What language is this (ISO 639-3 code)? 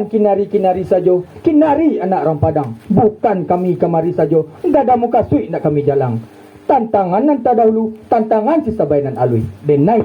min